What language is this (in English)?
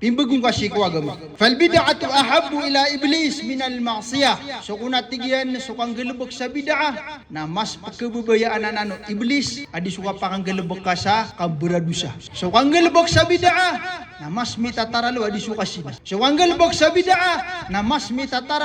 Maranao